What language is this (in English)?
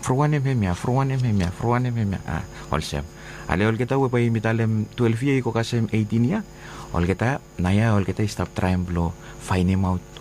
Bislama